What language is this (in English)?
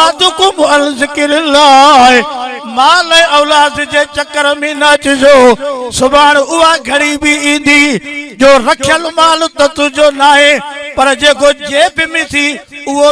Sindhi